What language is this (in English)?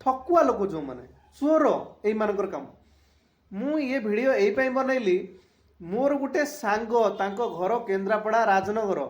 Odia